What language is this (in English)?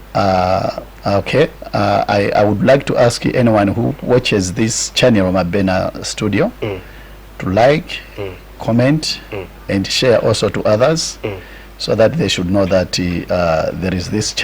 Nyanja